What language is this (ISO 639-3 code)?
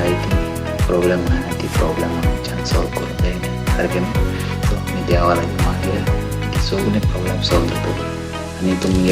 kok